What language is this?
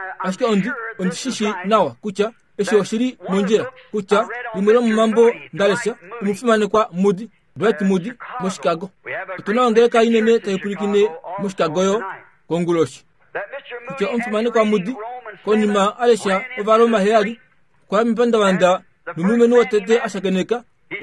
Kuanyama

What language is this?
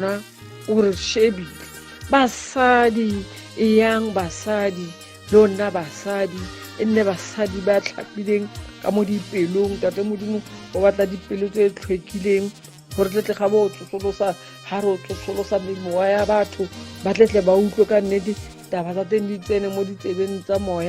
Tswana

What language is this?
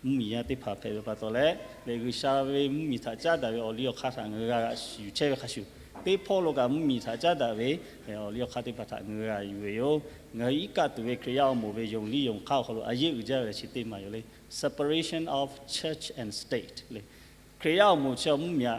Lahu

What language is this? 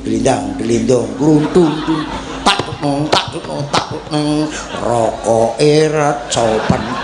Javanese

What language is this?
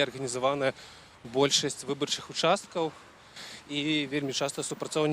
Belarusian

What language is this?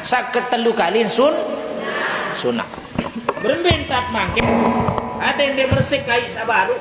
Sasak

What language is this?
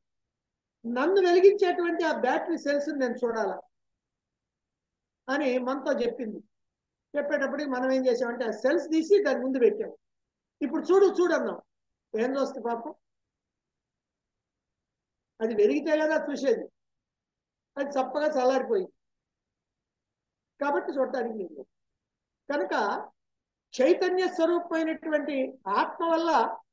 Telugu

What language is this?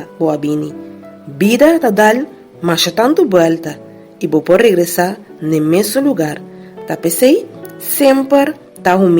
Papiamento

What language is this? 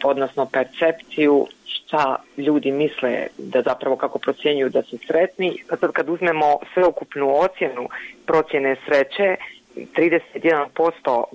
Serbian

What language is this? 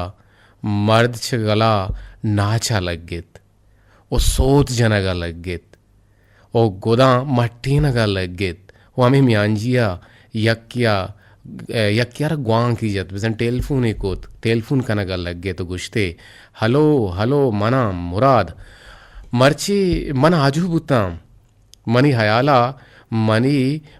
Eastern Balochi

